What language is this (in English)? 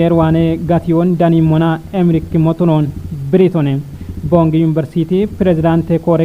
Kafa